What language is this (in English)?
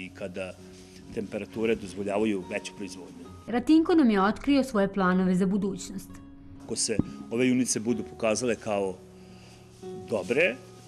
Serbian